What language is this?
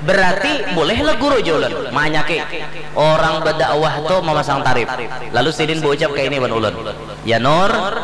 Banjar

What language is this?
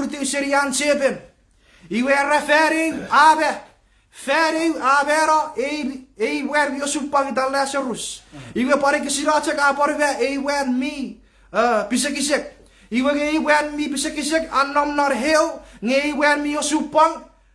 Chuukese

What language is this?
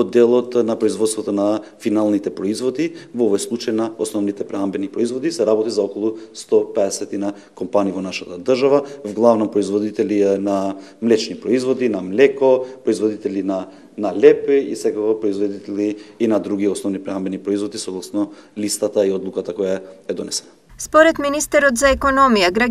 Macedonian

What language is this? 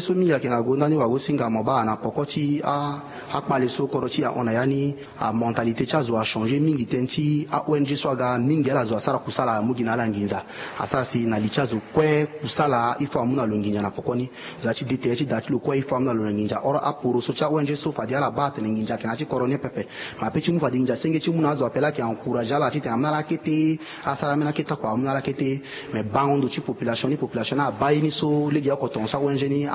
Sango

